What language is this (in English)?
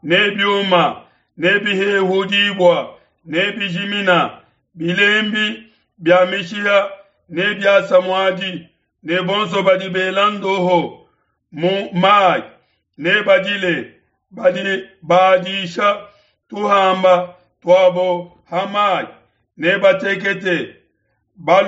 Luba-Lulua